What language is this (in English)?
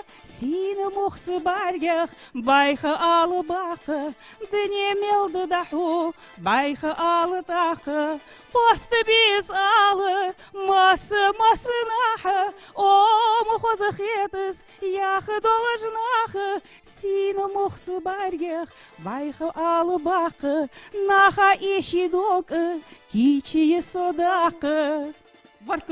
Ingush